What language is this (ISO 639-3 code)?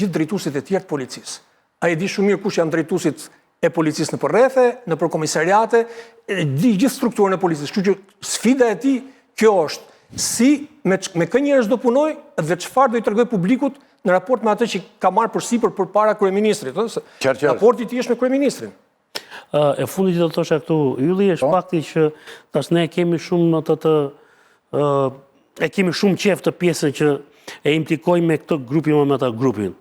sqi